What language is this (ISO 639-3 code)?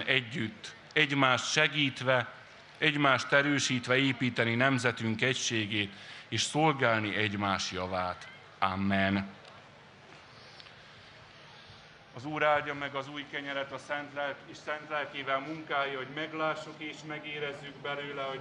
hun